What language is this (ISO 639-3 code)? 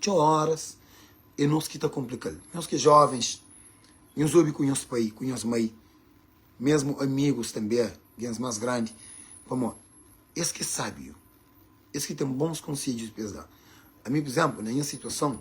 kea